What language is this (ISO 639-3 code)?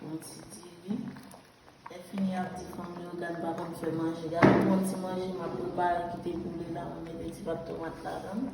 hat